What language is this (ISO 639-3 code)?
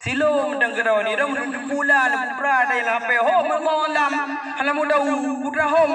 ace